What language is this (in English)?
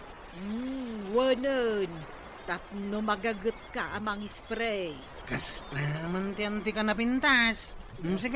Iloko